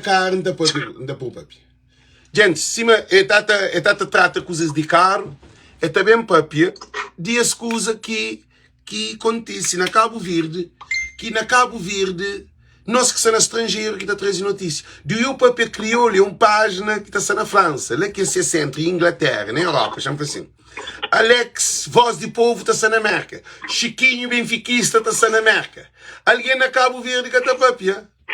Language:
Kabuverdianu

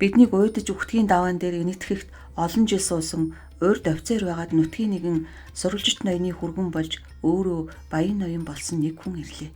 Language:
Mongolian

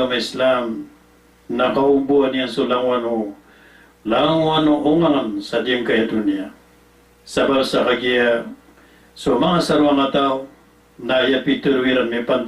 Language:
Maranao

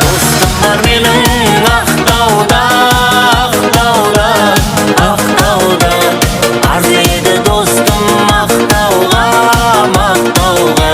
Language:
Kara-Kalpak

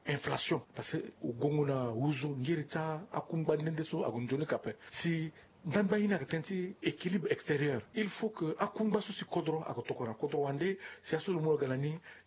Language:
Sango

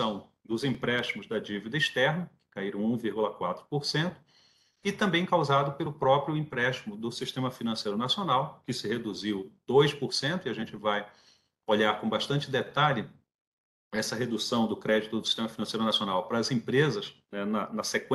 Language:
Portuguese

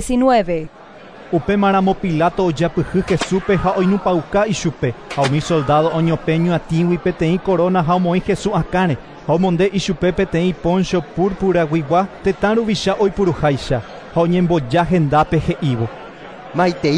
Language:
Guarani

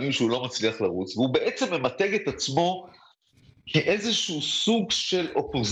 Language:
Hebrew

